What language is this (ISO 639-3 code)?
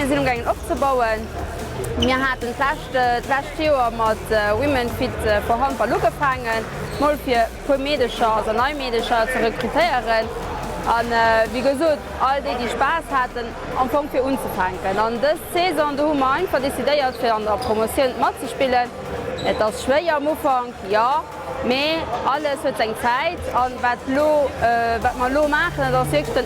ltz